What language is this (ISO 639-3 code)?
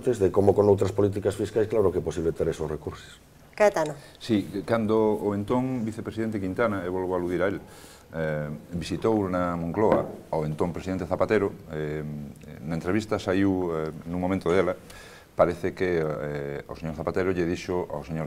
glg